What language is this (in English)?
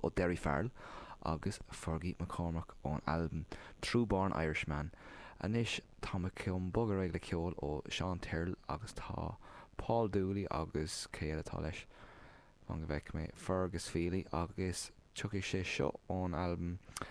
Irish